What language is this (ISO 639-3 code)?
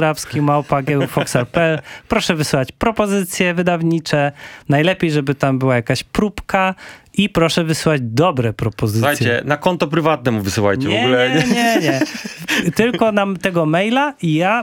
pol